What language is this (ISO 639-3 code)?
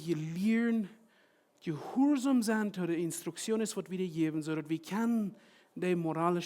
pdt